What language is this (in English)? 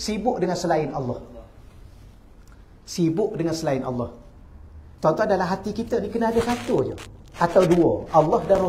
Malay